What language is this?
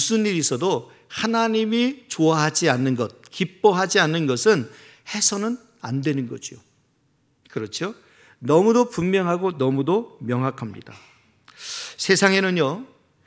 Korean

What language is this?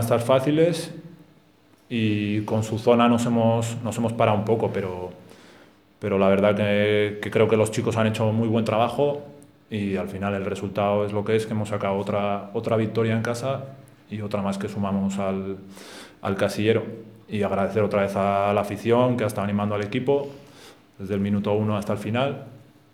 Spanish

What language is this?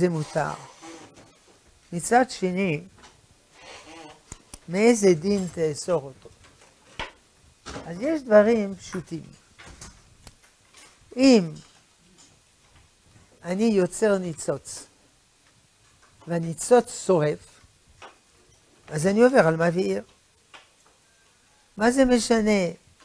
Hebrew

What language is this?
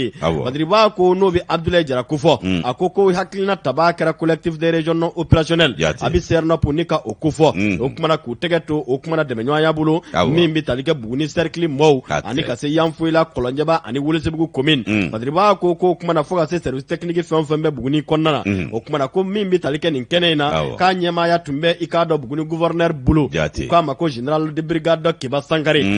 Bambara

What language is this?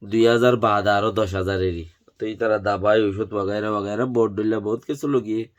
Rohingya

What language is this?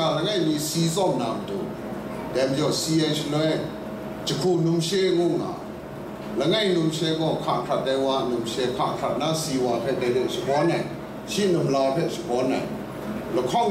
Kachin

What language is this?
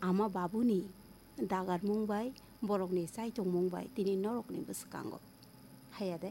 Kok Borok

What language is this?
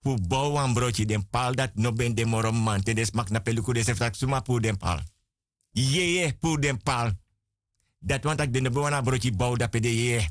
Sranan Tongo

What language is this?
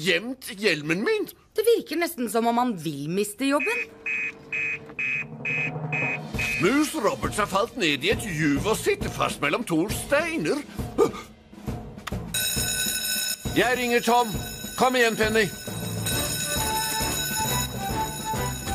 Norwegian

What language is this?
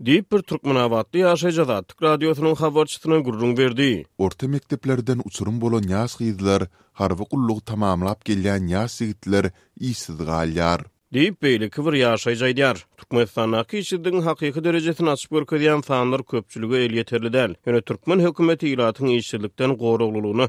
Turkmen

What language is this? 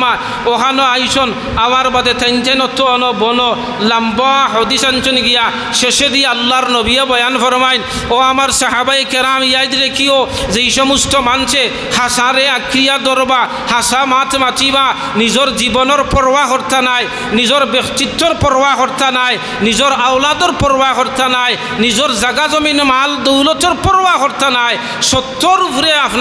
Sylheti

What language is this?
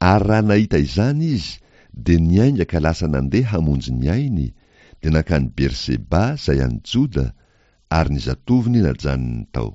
Malagasy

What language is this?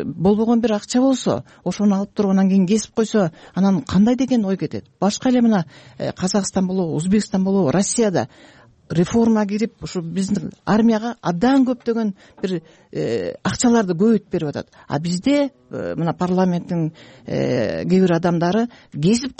Kyrgyz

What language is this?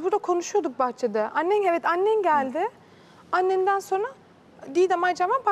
Turkish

